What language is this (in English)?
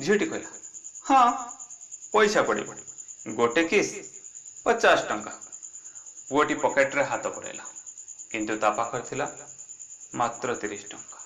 Odia